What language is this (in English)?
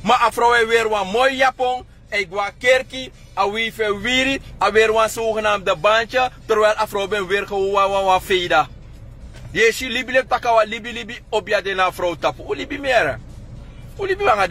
Sranan Tongo